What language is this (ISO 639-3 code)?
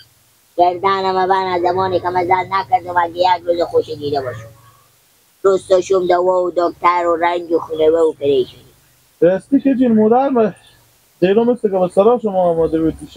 fas